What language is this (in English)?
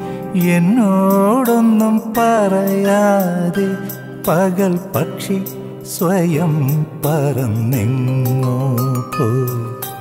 Malayalam